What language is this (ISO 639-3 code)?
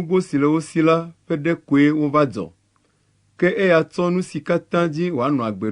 ewe